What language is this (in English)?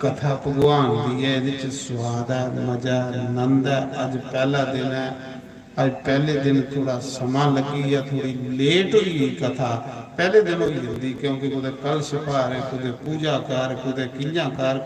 Dogri